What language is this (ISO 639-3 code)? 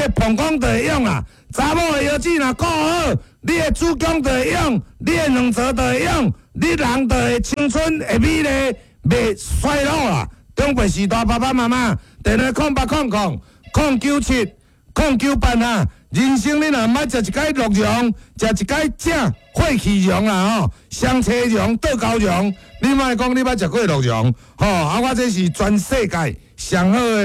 nan